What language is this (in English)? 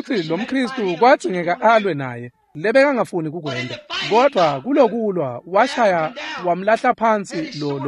Swati